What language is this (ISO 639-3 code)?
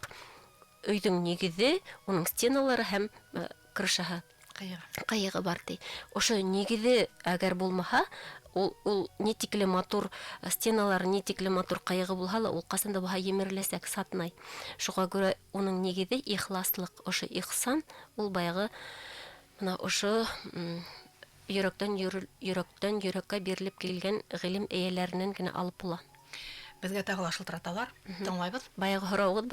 bak